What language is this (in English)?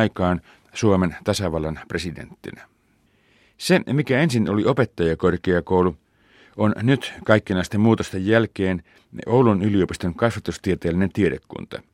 Finnish